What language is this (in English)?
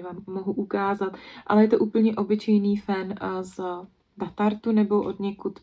Czech